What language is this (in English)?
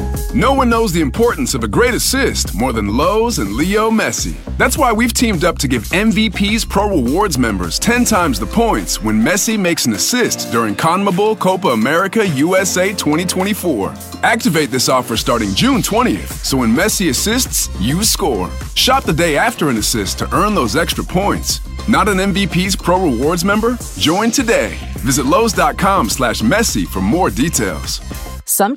English